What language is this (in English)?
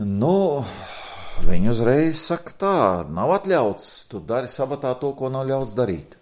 Latvian